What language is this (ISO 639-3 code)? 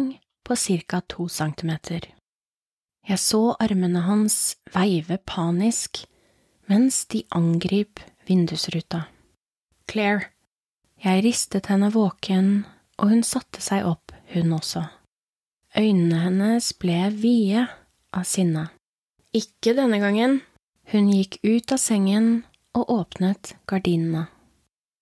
nor